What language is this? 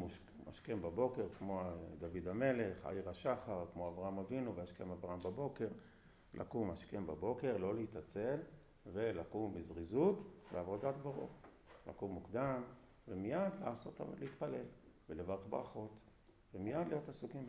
Hebrew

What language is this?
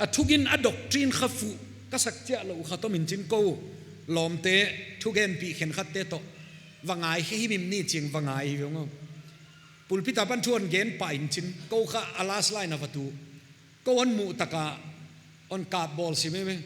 Paite Chin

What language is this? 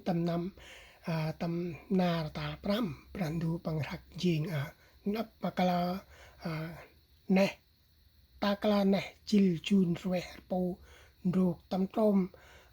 Central Mnong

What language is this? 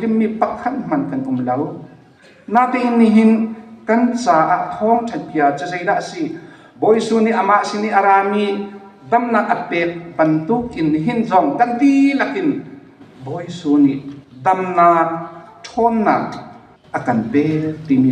Hakha Chin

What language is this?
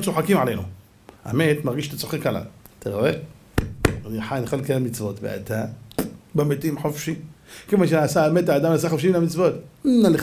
Hebrew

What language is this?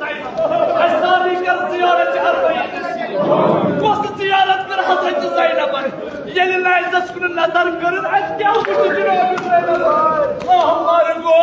Kashmiri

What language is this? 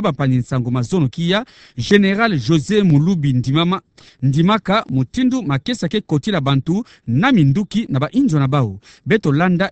Kituba (Democratic Republic of Congo)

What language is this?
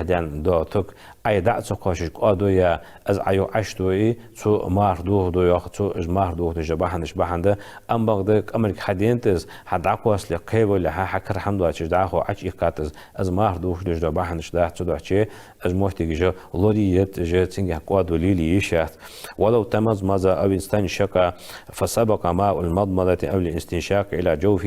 Ingush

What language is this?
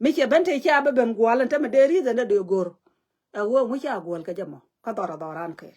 Nuer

